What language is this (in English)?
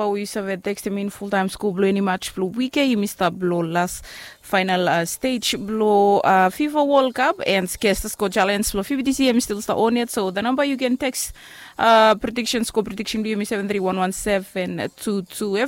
Bislama